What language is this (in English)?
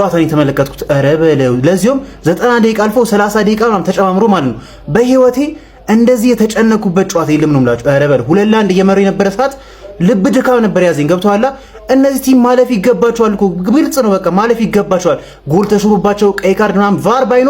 Amharic